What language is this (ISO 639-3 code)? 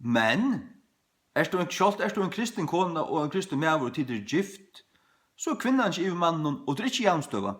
fao